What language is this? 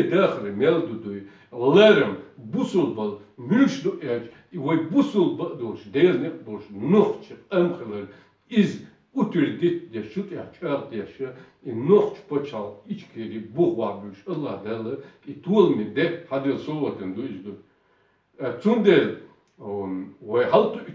Chechen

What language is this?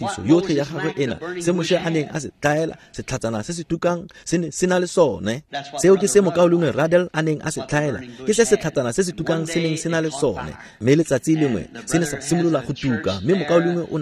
Tswana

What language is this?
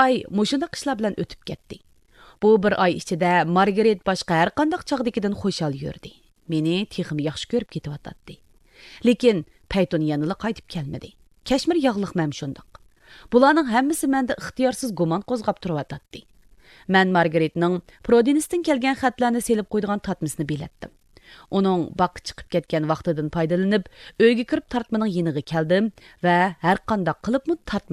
Uyghur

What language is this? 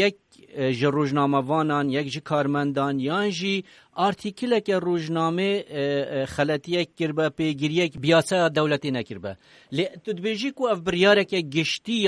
Kurdish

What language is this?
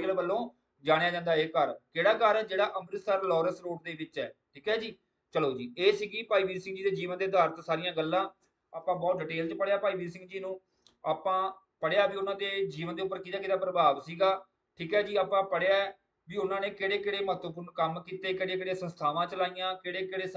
Punjabi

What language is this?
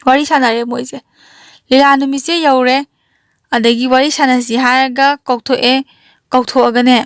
Manipuri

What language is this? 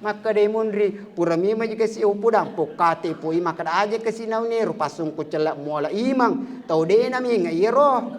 Buginese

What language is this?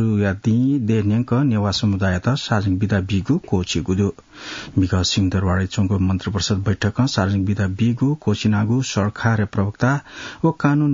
Newari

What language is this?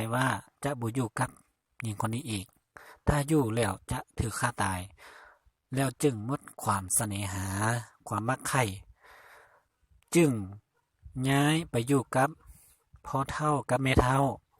Lao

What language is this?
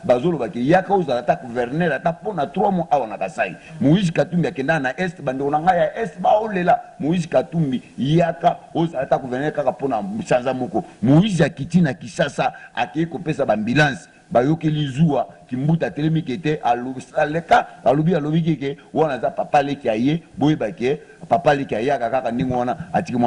Lingala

